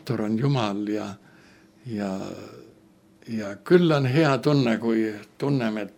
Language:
Estonian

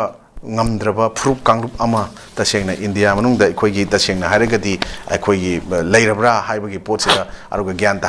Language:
Manipuri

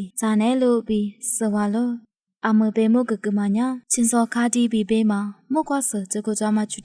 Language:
Lisu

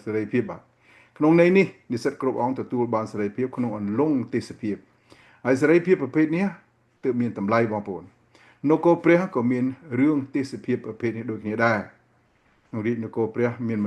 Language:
Khmer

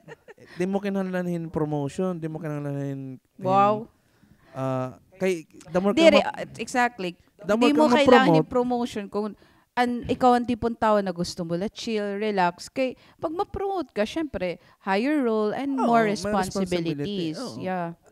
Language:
Waray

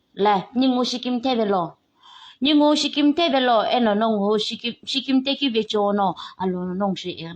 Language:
Naga Pidgin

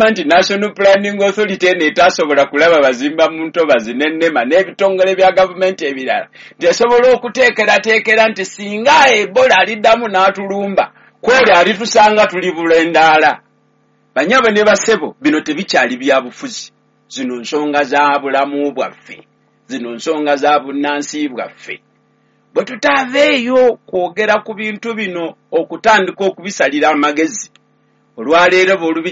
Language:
Ganda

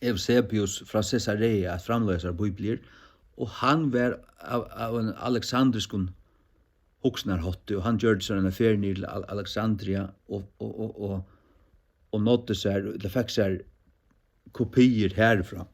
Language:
Faroese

